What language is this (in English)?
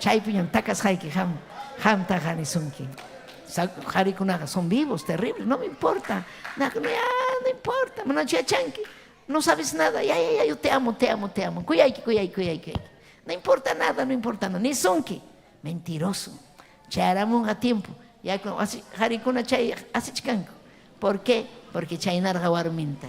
Ayacucho Quechua